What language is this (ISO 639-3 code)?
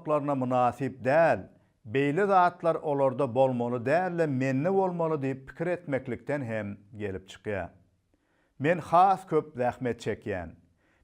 tuk